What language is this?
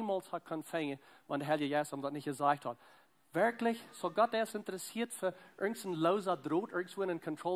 Plautdietsch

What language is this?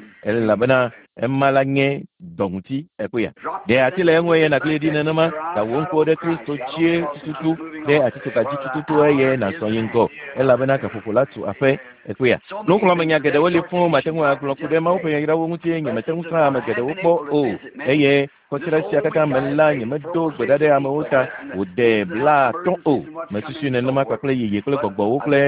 Ewe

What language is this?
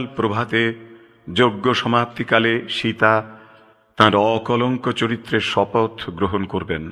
Bangla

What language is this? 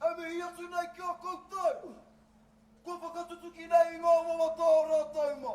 Māori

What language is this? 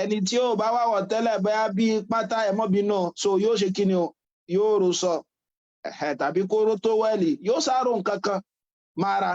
Yoruba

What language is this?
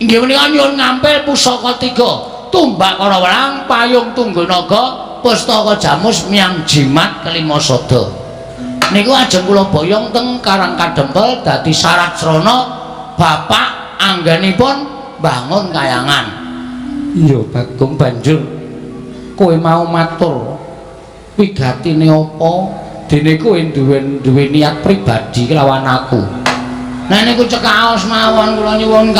Javanese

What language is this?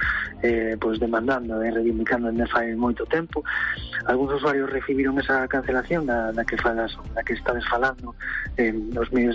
Galician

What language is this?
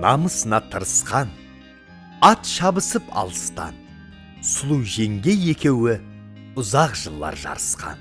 Kara-Kalpak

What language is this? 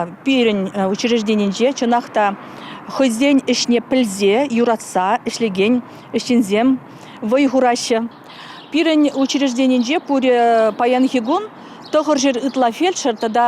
Chuvash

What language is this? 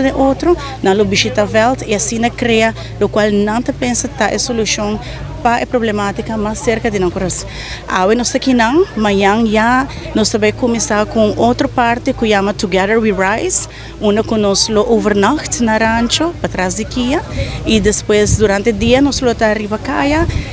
Papiamento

